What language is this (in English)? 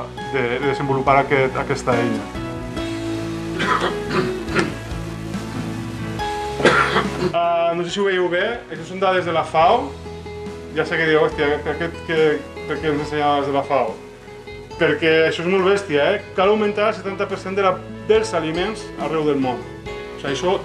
Catalan